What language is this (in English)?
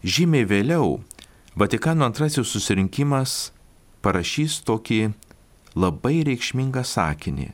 Lithuanian